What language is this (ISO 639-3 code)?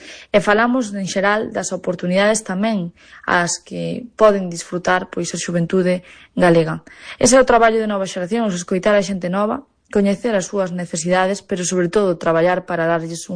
glg